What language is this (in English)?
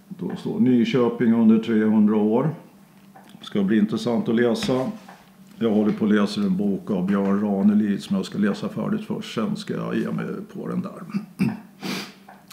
Swedish